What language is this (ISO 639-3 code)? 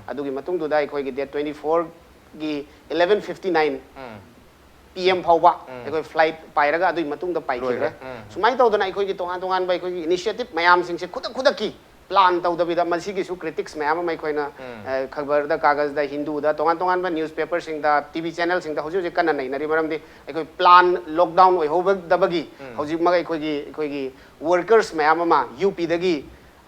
mni